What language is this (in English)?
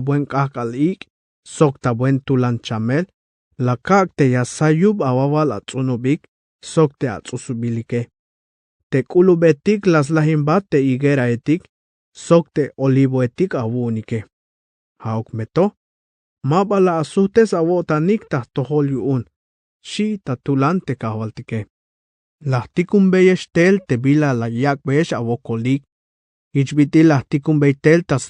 Tzeltal